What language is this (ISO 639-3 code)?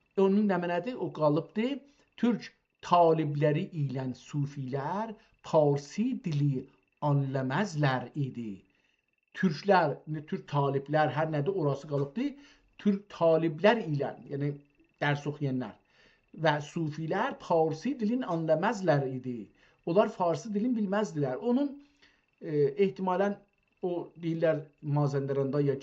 azb